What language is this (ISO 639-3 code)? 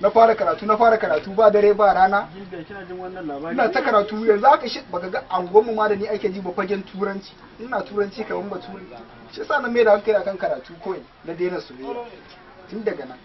hau